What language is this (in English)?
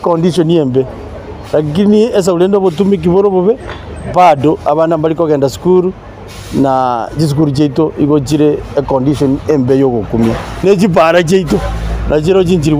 Gusii